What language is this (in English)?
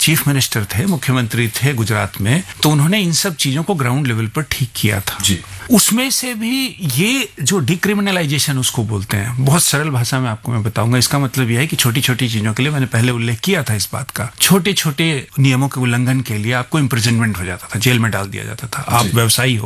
Hindi